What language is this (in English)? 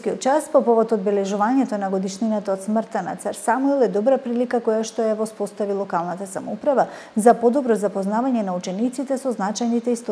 Macedonian